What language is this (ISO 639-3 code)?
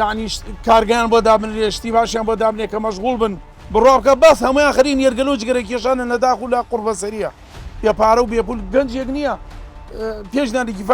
ckb